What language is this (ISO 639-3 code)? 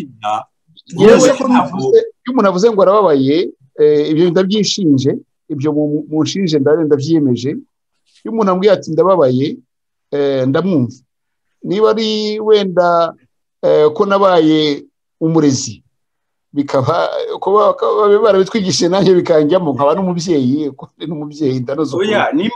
kin